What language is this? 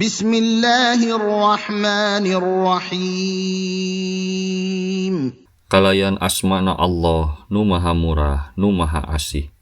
Sundanese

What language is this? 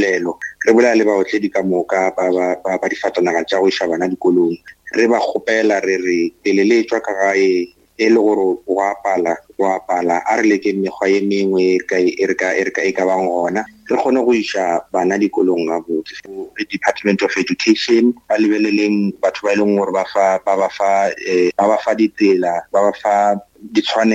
Northern Sotho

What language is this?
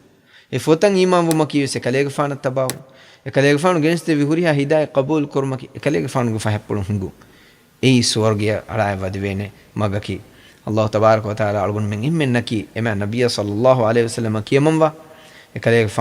Divehi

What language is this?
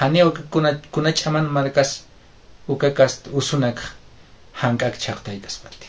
Aymara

